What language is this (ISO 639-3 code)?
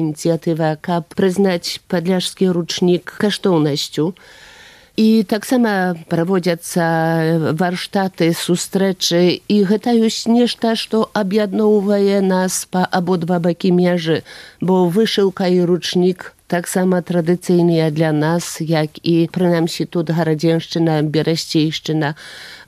bel